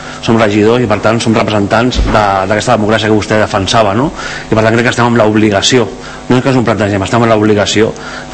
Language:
Catalan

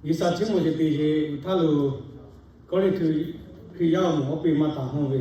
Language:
Lahu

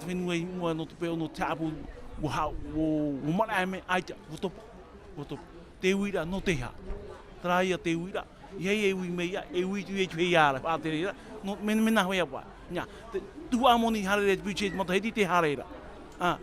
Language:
Tahitian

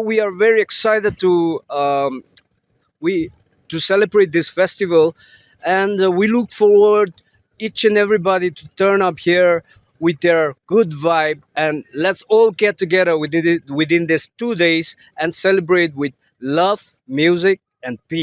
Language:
Tangkhul Naga (India)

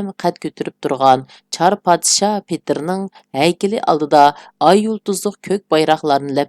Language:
Uyghur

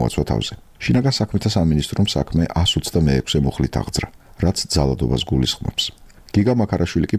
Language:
Georgian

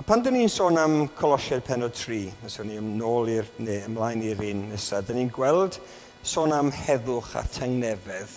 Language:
Welsh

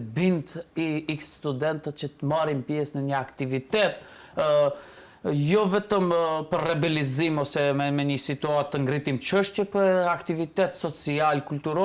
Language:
Albanian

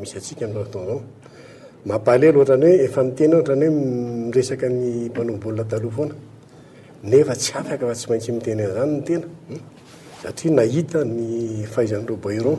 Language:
Malagasy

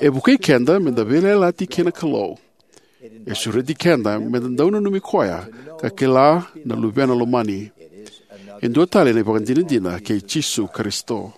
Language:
Fijian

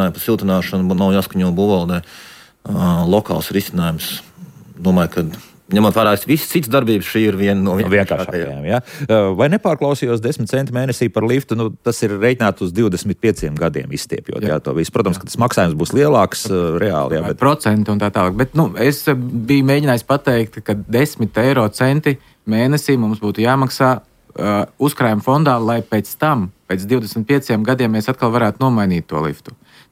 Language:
Latvian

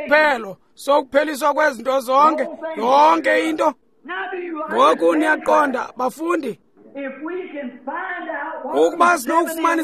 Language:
Xhosa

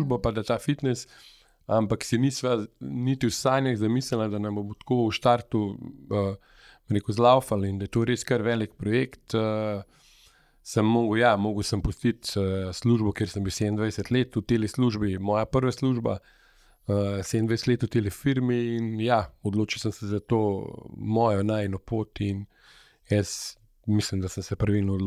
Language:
Slovenian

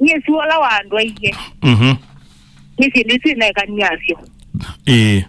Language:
Kamba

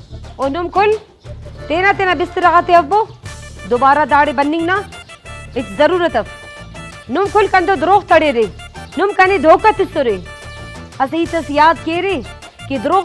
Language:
Brahui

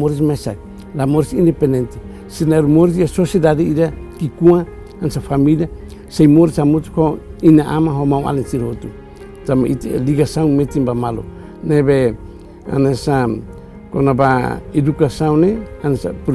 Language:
Tetum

